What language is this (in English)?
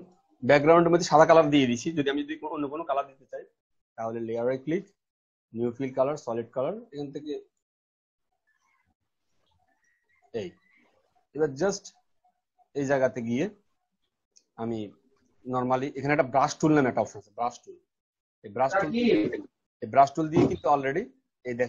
Bangla